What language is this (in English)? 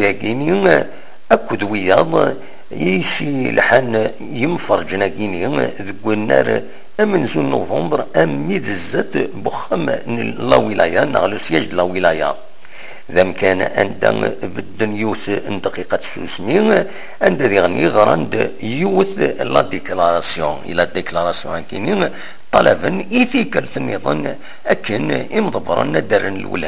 Kabyle